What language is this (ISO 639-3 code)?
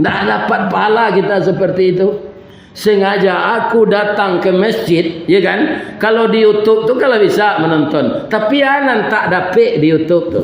min